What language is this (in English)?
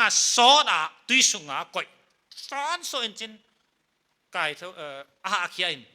Paite Chin